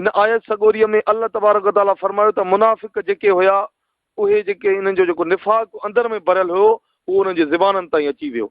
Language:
Sindhi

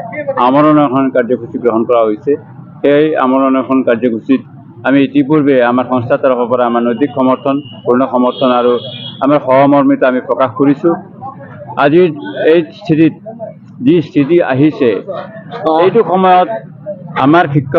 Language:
Assamese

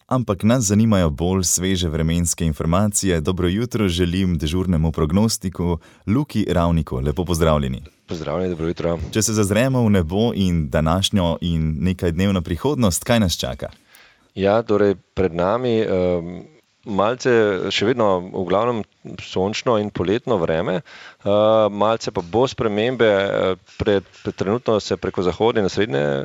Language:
Slovenian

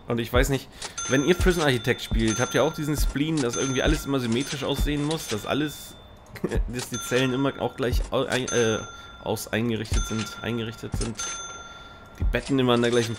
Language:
German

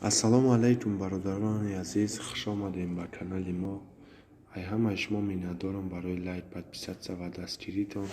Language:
Tajik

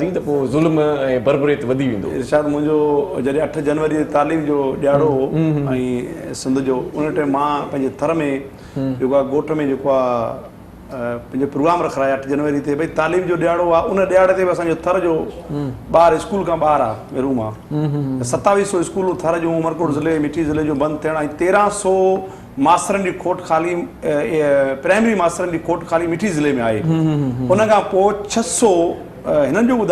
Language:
Sindhi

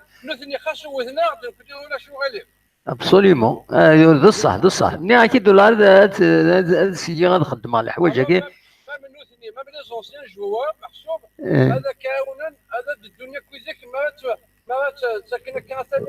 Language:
Kabyle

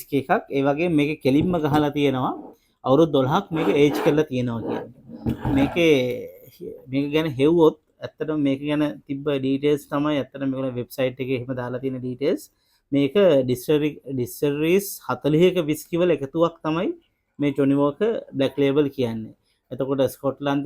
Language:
Sinhala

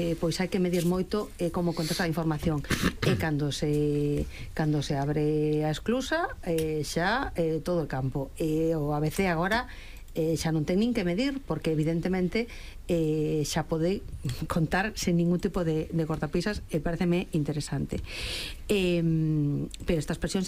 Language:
Galician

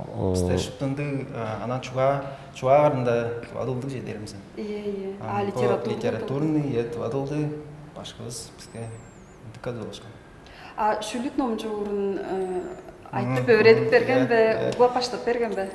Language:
Tuvinian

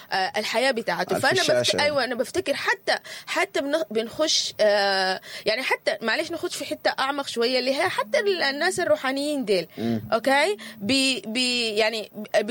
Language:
Sudanese Arabic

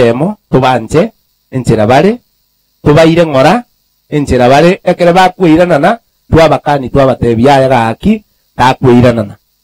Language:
Gusii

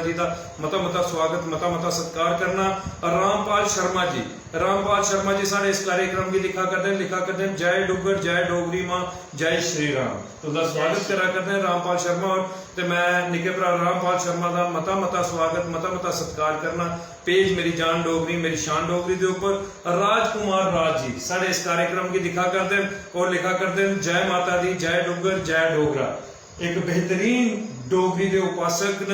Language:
Dogri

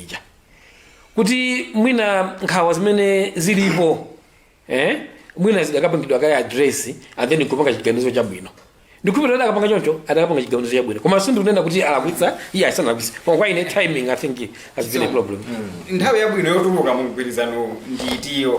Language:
Nyanja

